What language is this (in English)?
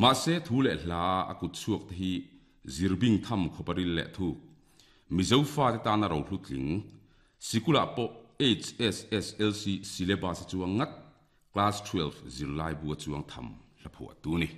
Mizo